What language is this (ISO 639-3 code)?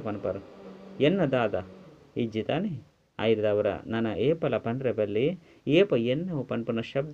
tcy